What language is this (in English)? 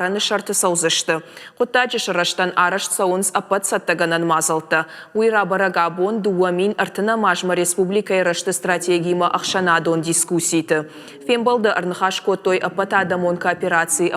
Ossetic